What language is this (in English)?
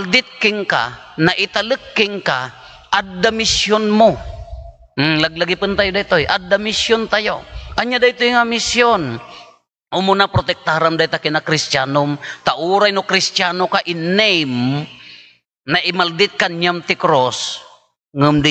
Iloko